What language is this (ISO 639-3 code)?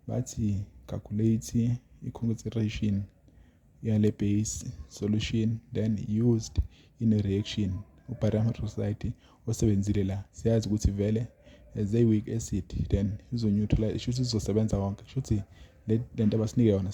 zul